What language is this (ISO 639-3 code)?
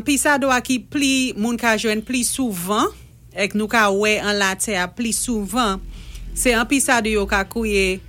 acf